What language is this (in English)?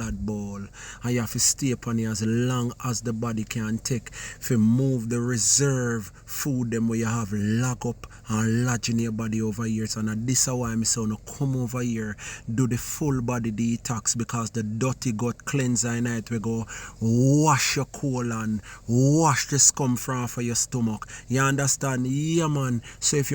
Jamaican Creole English